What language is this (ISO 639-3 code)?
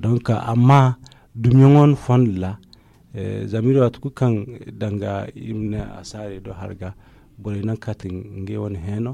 dje